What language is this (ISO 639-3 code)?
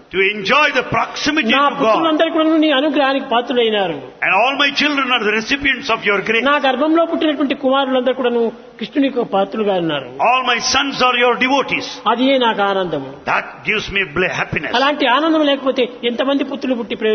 tel